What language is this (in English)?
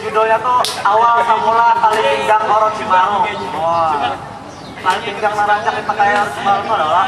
Banjar